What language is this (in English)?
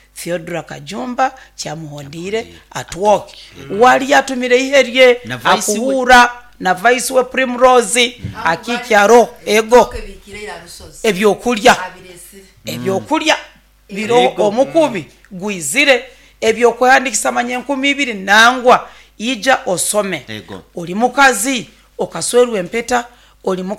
Nyoro